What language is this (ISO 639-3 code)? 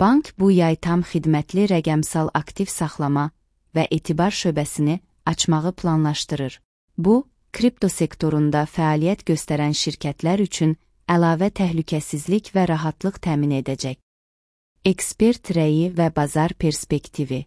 aze